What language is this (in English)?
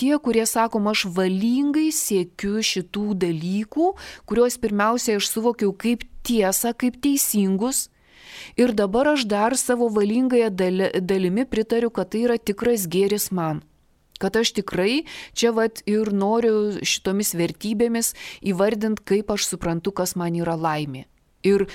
Lithuanian